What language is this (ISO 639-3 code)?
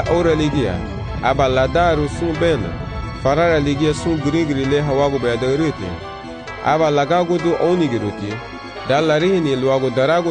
cab